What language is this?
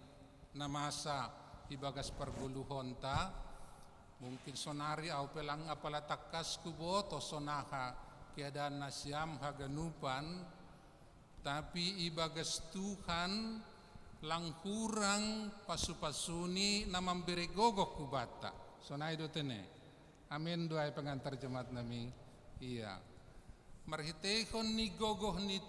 Batak Simalungun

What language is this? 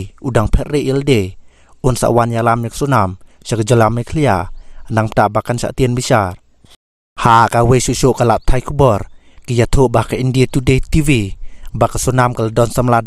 Khasi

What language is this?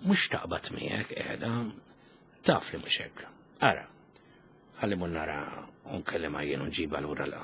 Maltese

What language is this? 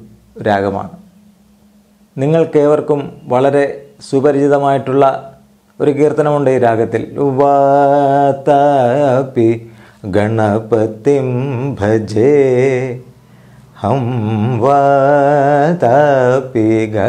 Malayalam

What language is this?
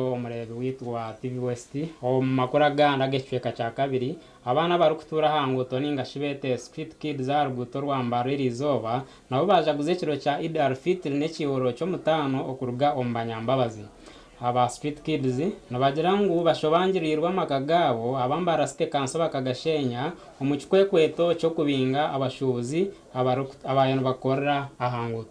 Nyankole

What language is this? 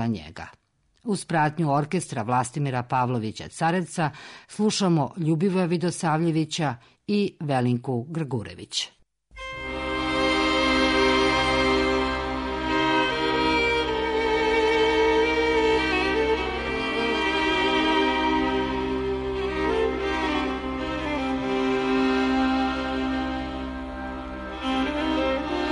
Serbian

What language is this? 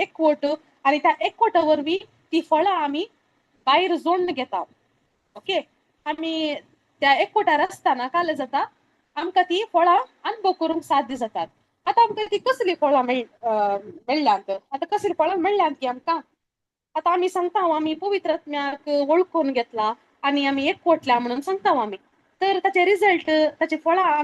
Konkani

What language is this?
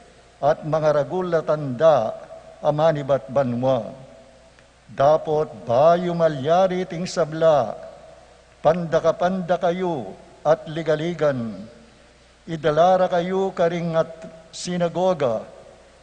Pampanga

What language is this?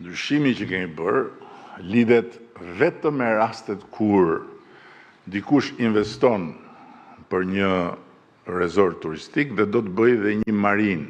Albanian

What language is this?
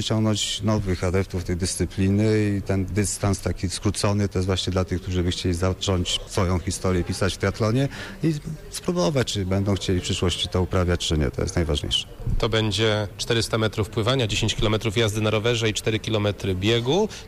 Polish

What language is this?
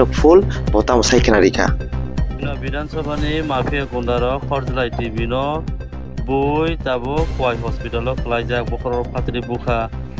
Kok Borok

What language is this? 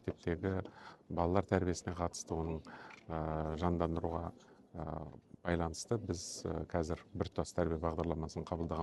Kazakh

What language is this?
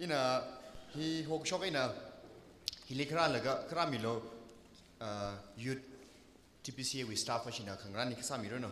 Tangkhul Naga (India)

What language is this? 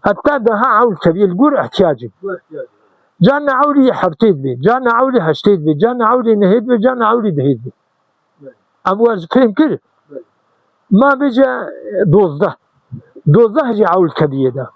Kurdish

